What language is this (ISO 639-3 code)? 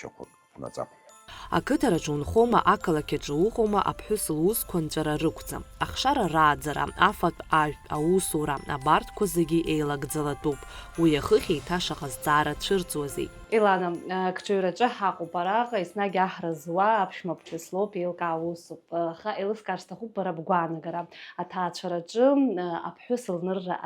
abk